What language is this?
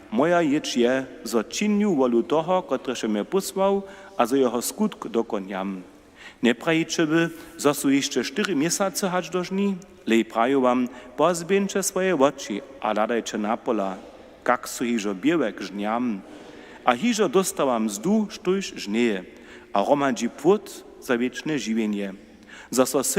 Upper Sorbian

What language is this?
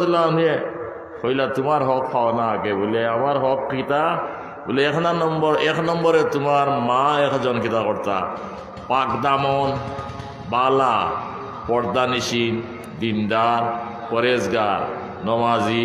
Sylheti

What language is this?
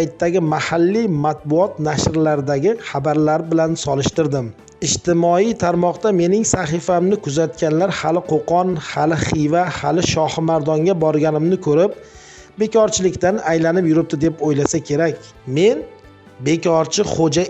Uzbek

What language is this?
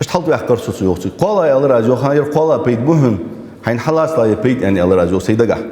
Ingush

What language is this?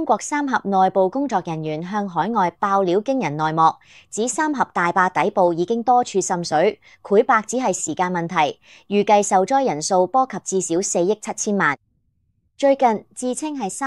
Cantonese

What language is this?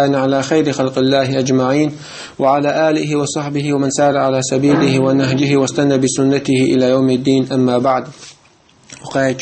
Chechen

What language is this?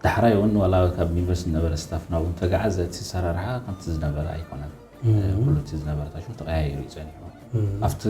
Tigrinya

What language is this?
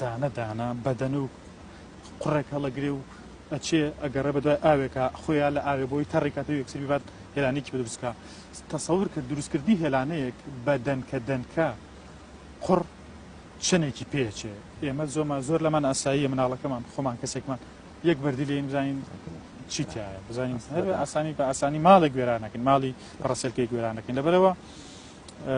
Central Kurdish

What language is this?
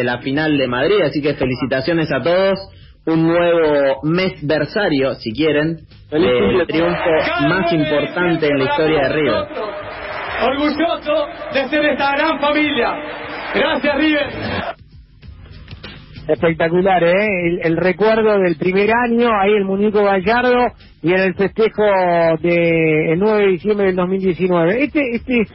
Spanish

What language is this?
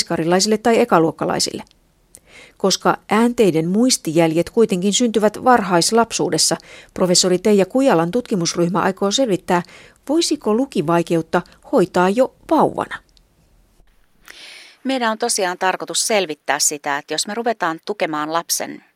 Finnish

